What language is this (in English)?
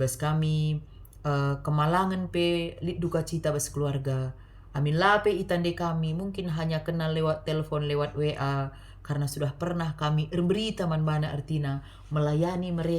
Batak Karo